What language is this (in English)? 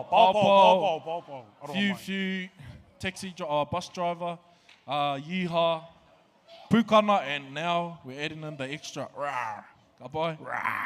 Māori